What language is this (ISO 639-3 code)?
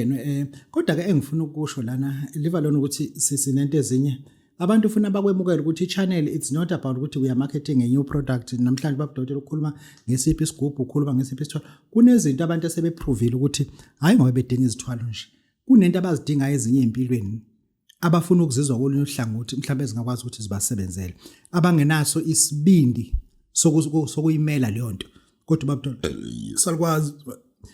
zul